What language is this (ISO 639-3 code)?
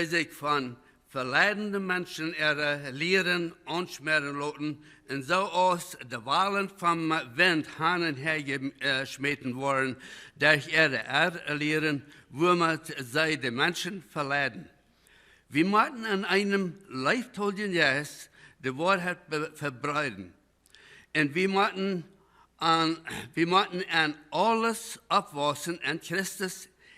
pdt